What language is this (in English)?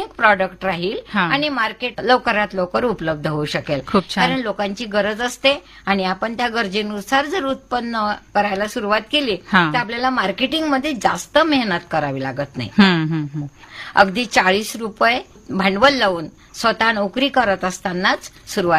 Marathi